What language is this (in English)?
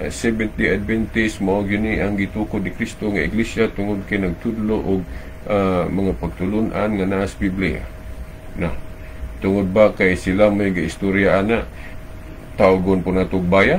Cebuano